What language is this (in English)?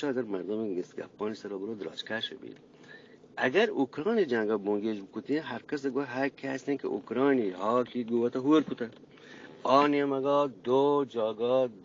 Eastern Balochi